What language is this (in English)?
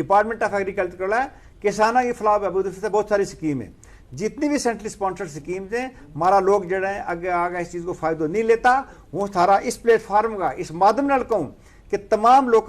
Gujari